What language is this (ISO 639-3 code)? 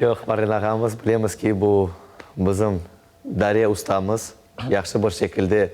crh